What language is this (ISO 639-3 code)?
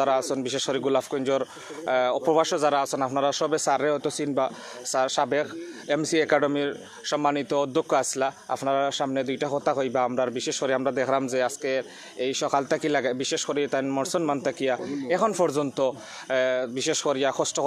syl